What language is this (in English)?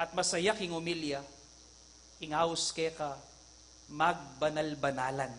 Pampanga